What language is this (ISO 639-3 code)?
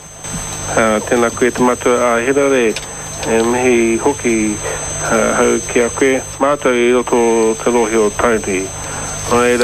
mri